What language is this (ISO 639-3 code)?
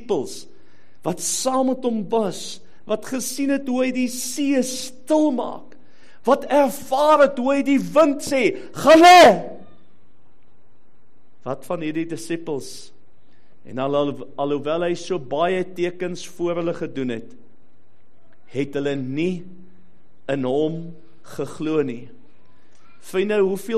afr